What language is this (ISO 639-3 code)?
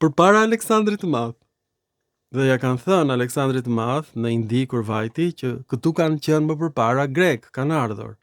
sqi